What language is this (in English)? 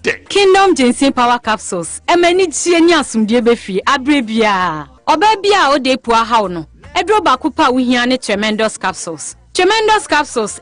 Akan